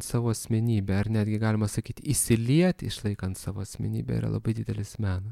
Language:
Lithuanian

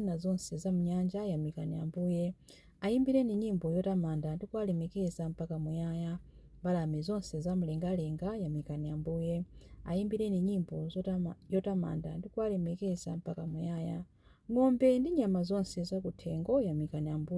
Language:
Nyanja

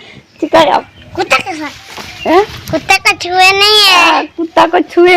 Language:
Santali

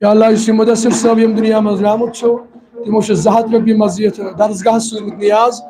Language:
Kashmiri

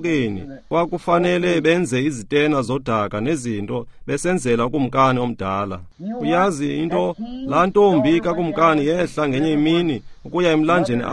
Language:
Xhosa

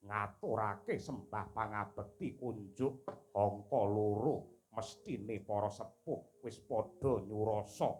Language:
Javanese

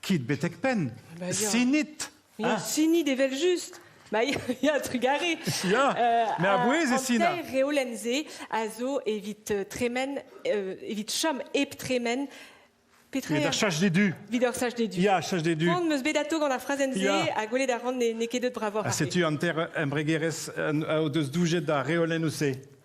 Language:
Breton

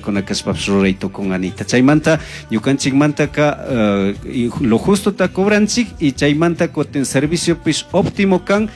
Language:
Chimborazo Highland Quichua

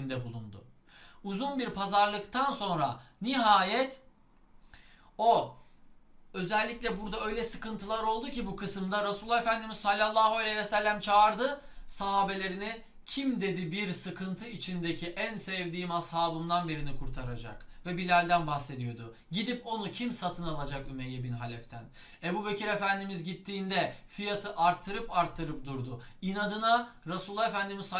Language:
Turkish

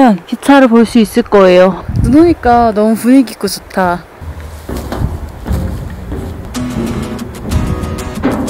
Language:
Korean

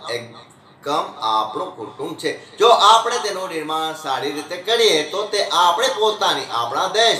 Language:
Gujarati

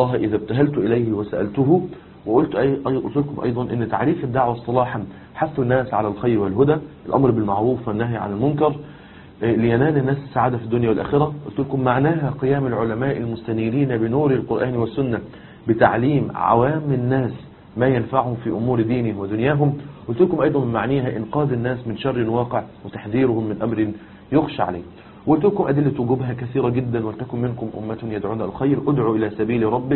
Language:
Arabic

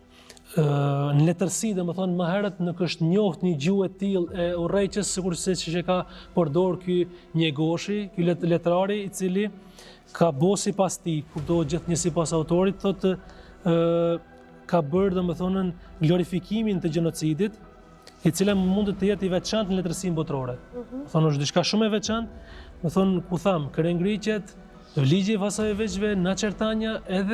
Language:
Albanian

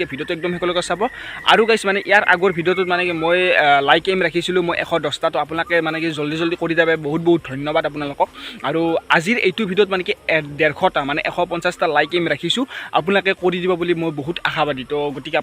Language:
Assamese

